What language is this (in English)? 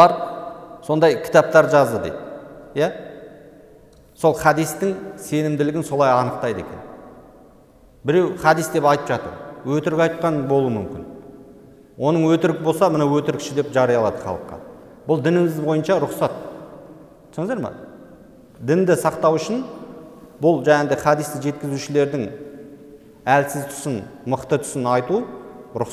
Kazakh